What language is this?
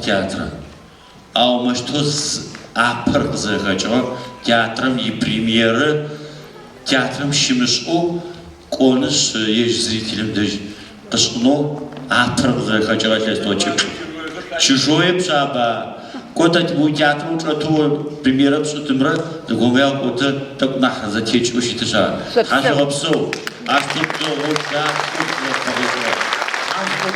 Adyghe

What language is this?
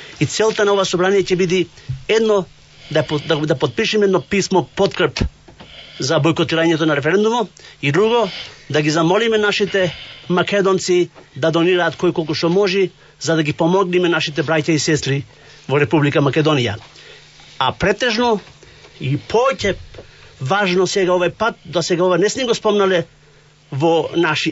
Macedonian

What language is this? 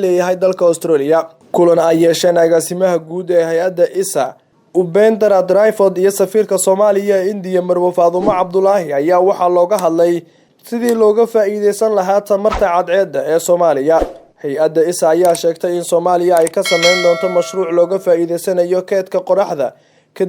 Somali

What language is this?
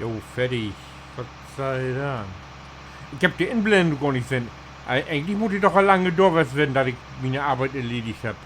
Low German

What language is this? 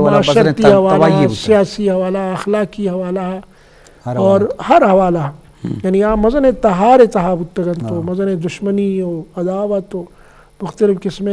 Eastern Balochi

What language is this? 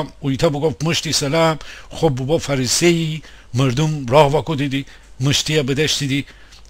Gilaki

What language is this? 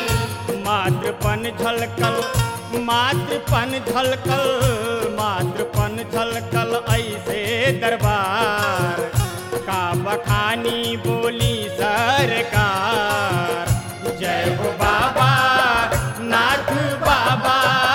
Bhojpuri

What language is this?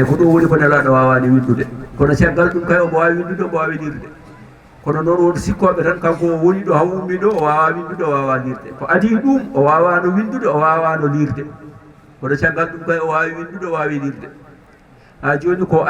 Fula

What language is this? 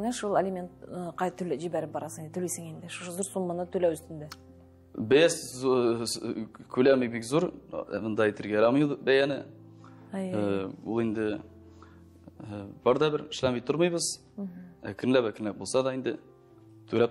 Tatar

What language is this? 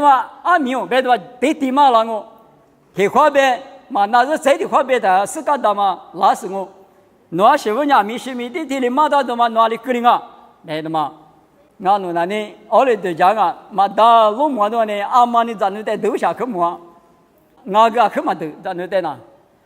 Lisu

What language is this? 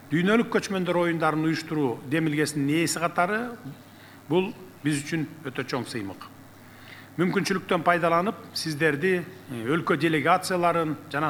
Kyrgyz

